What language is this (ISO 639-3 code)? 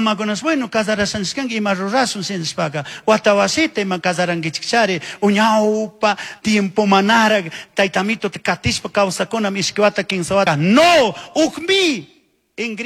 qug